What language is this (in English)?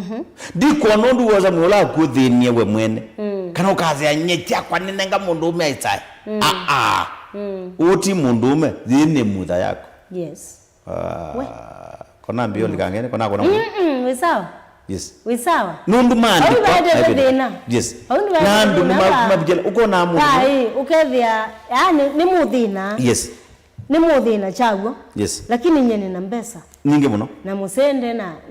Kamba